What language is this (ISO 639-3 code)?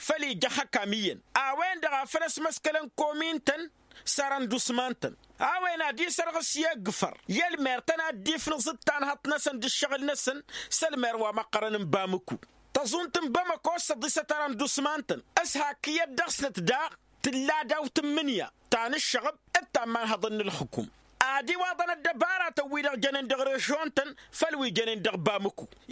taq